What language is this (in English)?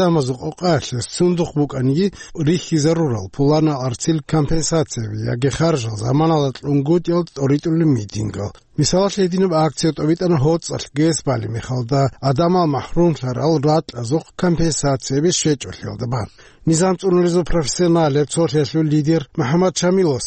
Avaric